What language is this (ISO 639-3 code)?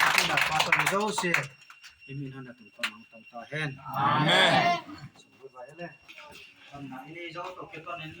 ctd